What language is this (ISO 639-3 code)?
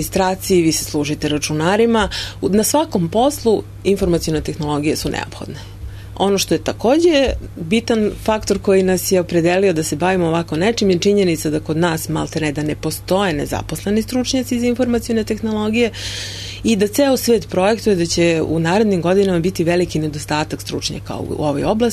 srp